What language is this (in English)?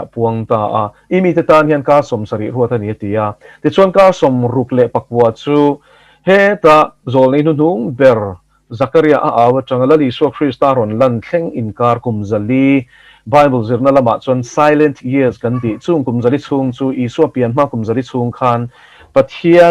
Mizo